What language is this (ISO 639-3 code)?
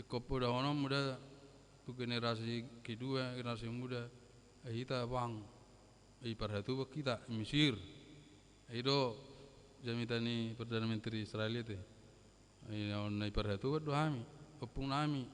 bbc